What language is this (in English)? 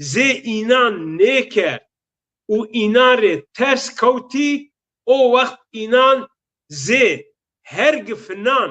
Zaza